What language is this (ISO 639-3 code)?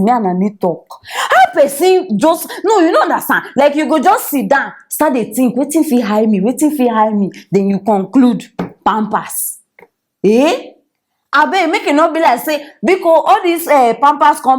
pcm